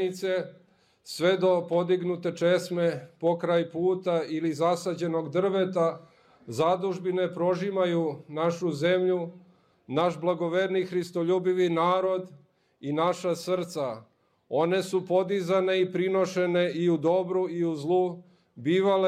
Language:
Serbian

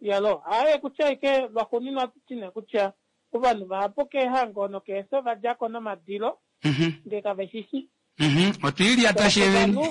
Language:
Kuanyama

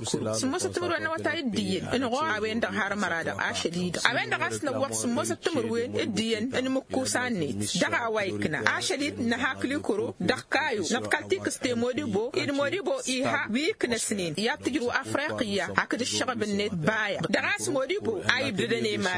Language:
Tamasheq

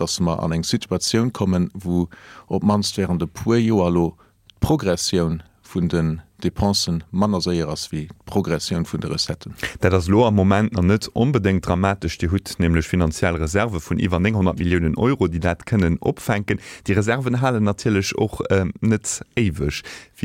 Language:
Luxembourgish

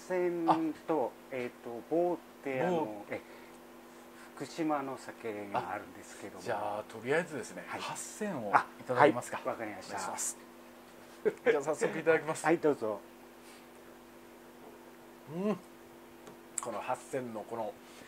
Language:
Japanese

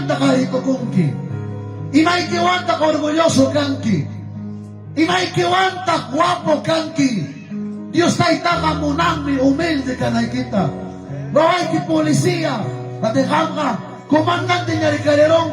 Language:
Ayacucho Quechua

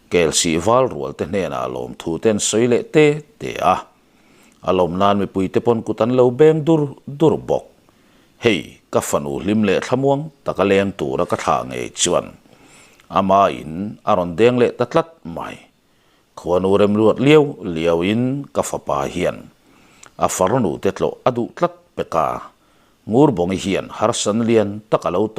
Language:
Mizo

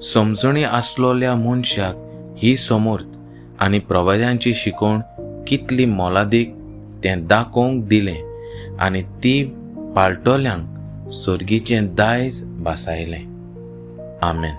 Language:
Konkani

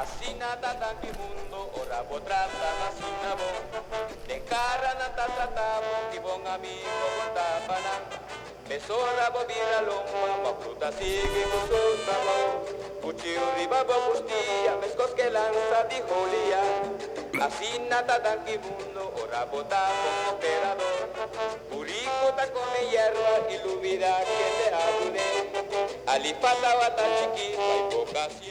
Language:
Papiamento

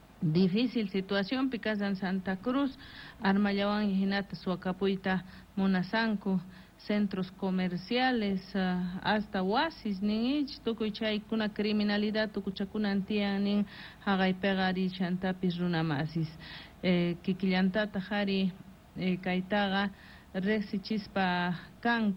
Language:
Quechua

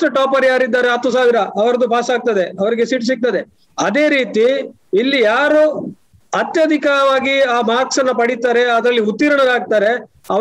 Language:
Kannada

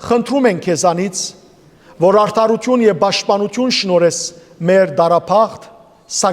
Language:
Western Armenian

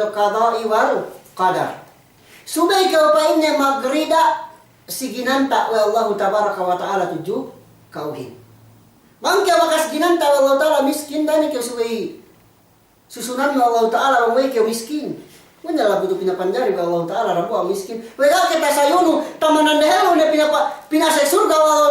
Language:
Yakan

